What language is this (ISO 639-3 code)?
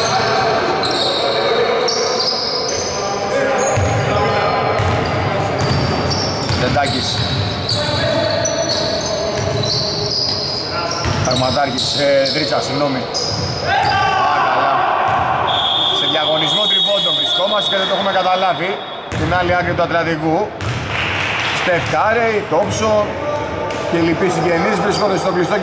ell